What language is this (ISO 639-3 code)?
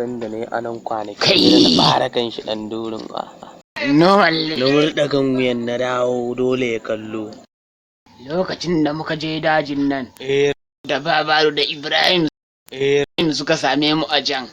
hau